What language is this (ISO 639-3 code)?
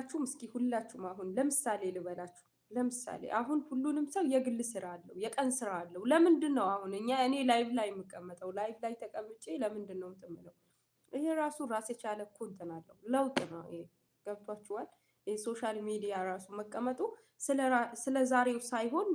amh